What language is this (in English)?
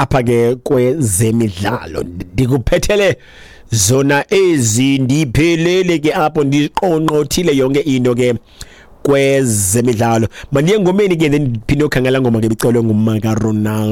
Xhosa